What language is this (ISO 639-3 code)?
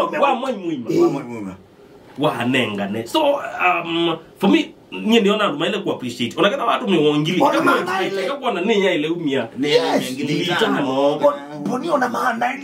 kam